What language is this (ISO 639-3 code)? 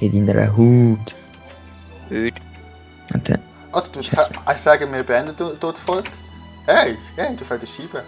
gsw